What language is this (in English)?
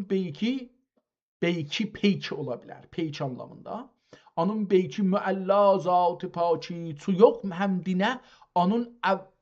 South Azerbaijani